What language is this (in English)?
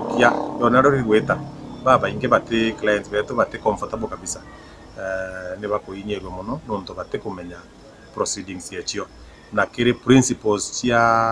Meru